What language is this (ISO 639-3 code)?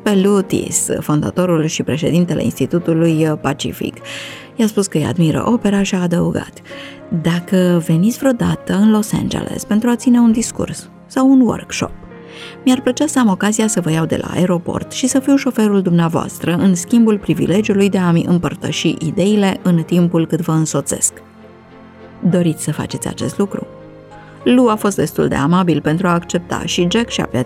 ron